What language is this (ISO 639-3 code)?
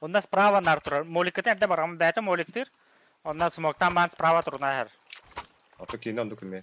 sah